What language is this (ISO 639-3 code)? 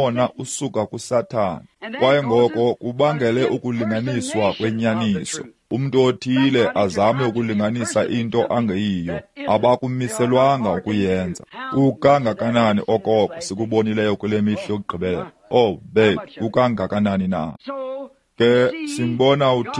xho